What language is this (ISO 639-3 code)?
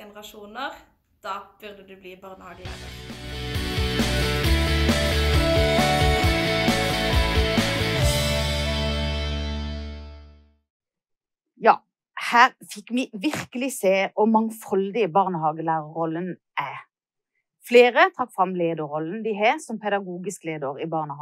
nor